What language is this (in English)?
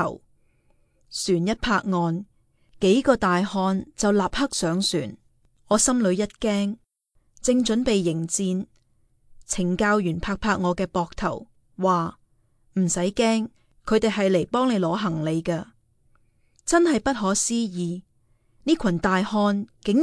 Cantonese